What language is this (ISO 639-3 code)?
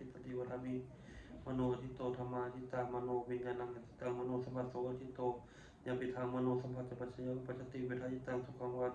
pli